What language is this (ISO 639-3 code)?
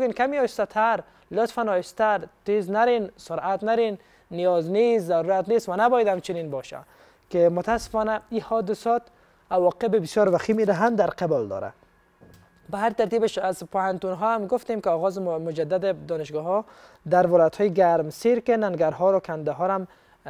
fas